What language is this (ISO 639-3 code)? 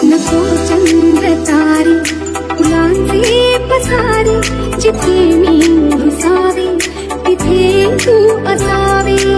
mar